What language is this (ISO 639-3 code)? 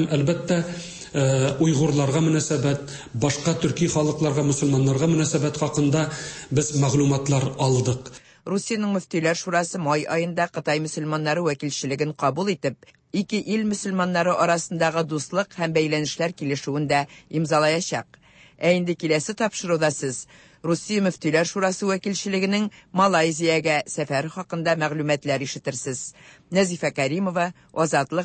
tat